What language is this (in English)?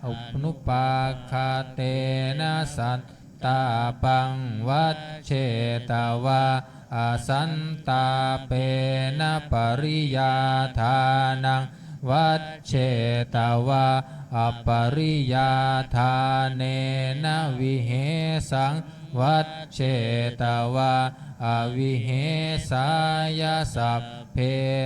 Pali